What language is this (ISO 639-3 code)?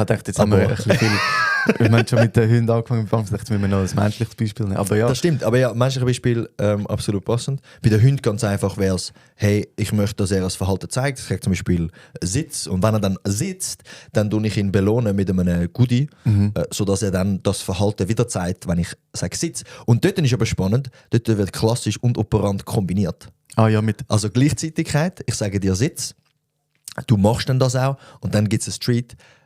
gsw